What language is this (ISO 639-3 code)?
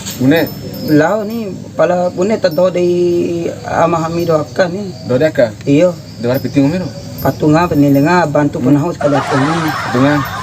bhp